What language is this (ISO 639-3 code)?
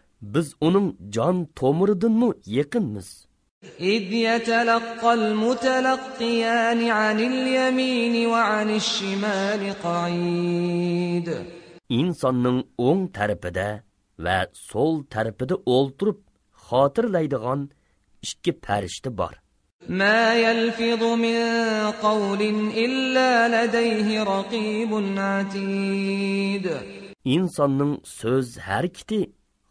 uig